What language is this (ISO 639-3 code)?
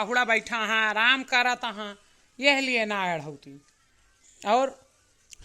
awa